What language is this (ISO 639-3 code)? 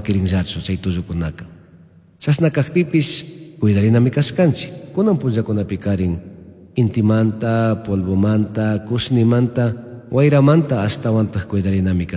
qug